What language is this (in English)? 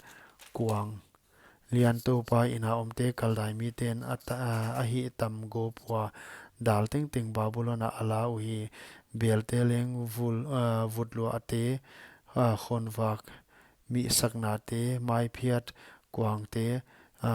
Paite Chin